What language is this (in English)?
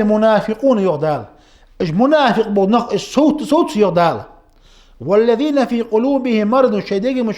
Ingush